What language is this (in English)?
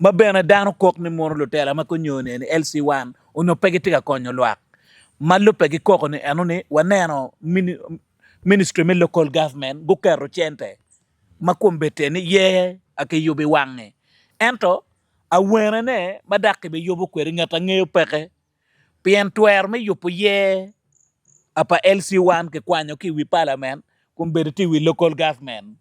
Acoli